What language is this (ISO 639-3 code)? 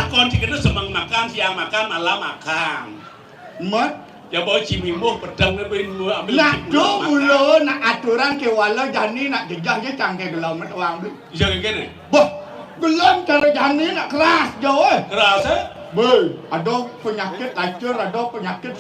ban